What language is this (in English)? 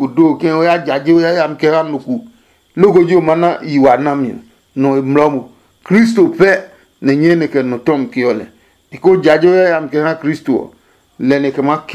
Adangme